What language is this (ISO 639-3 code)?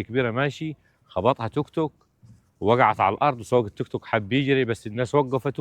arz